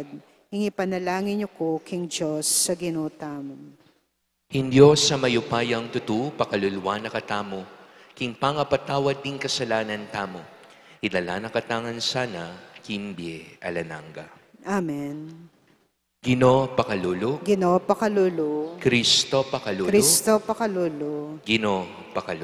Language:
Pampanga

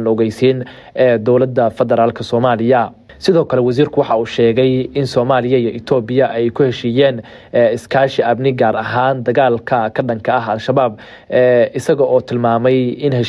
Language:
Somali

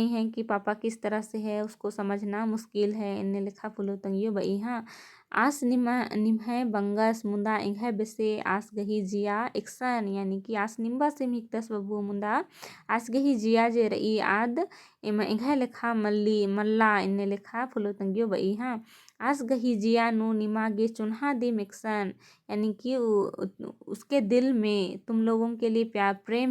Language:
Kurukh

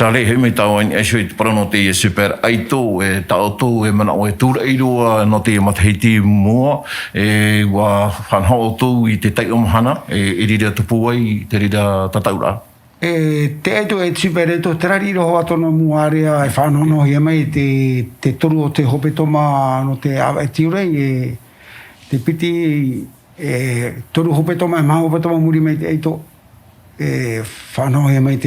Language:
Tahitian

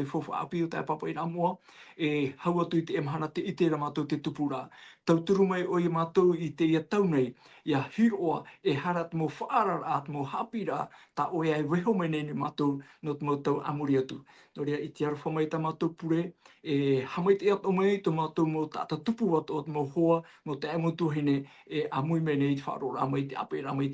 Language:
Tahitian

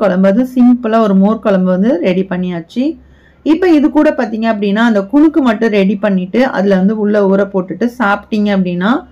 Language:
Tamil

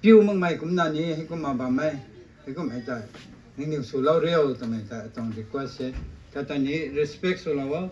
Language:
Rongmei Naga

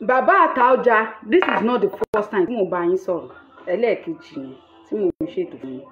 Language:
Yoruba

